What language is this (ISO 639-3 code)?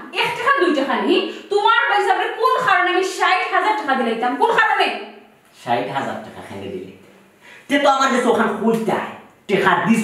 syl